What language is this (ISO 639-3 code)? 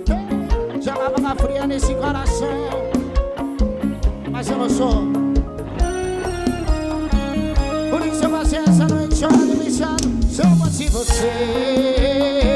por